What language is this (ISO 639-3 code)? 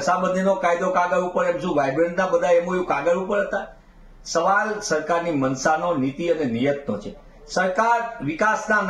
guj